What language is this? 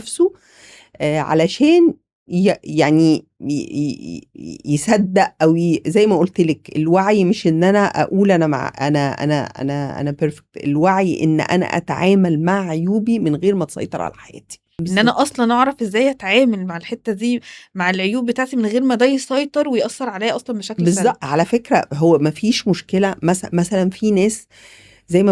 Egyptian Arabic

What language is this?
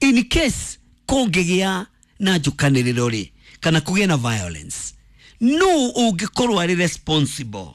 Kikuyu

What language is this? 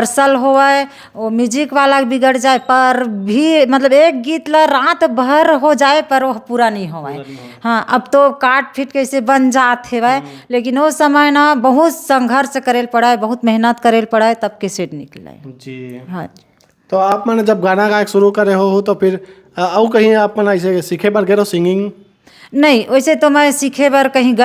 Chhattisgarhi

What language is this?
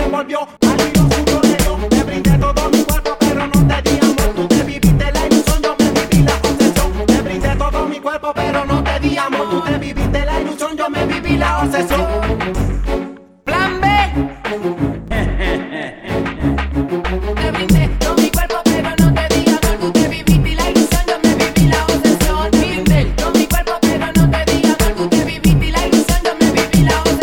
Spanish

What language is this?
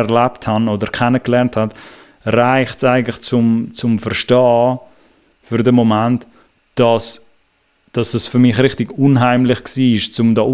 Swiss German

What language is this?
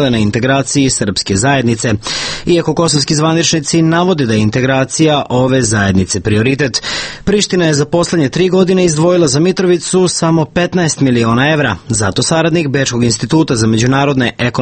Serbian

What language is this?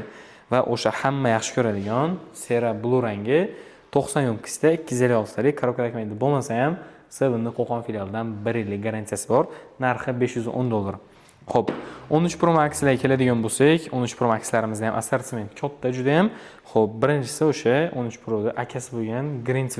Uzbek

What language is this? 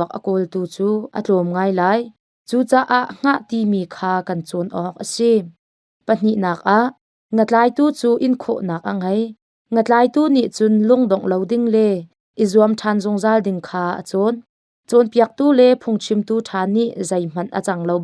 Hakha Chin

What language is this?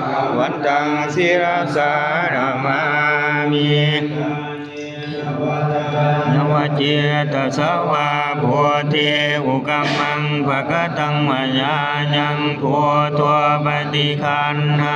Pali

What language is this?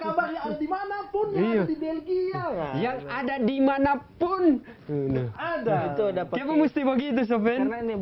Manado Malay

